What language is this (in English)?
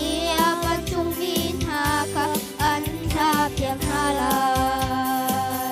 Hakha Chin